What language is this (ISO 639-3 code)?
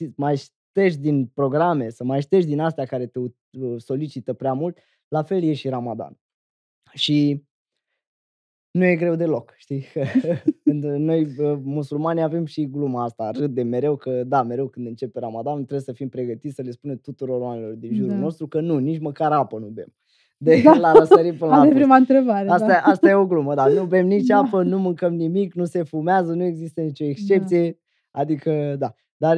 ron